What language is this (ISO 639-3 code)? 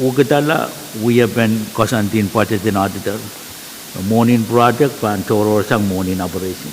pon